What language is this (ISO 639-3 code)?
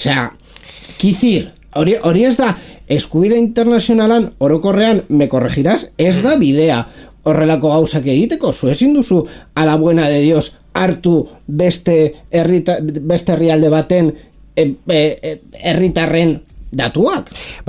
eus